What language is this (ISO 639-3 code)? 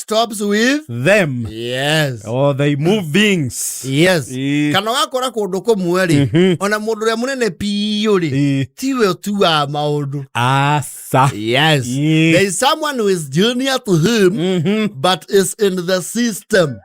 kik